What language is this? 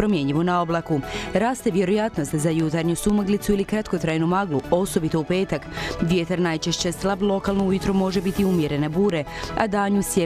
Croatian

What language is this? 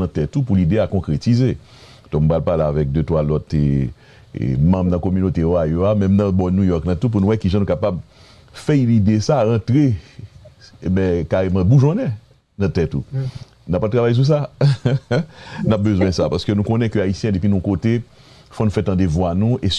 Haitian Creole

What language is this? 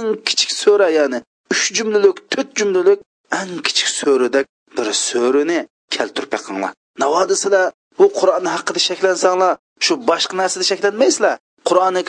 Uyghur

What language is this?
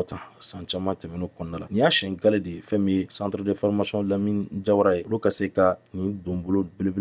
Bambara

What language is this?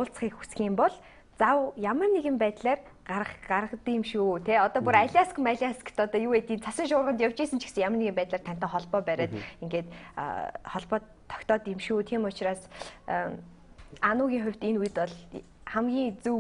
Mongolian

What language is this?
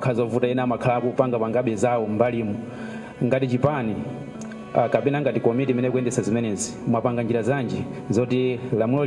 Nyanja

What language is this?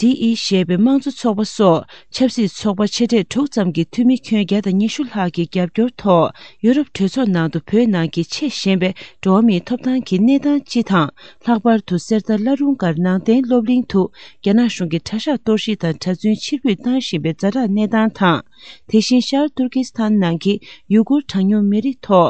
Tibetan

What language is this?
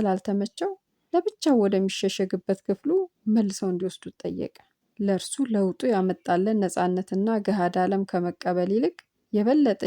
Amharic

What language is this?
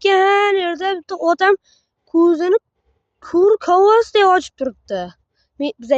Uzbek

